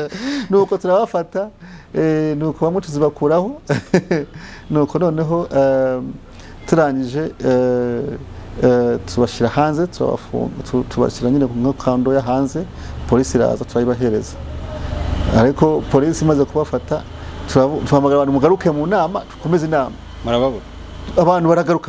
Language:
Kinyarwanda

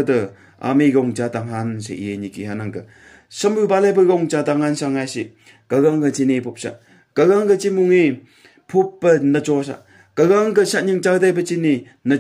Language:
Phom Naga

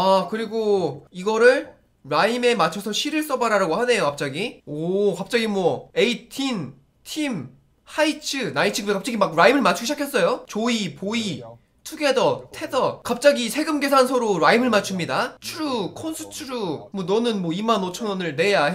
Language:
Korean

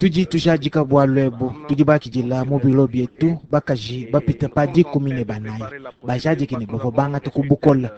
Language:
Luba-Lulua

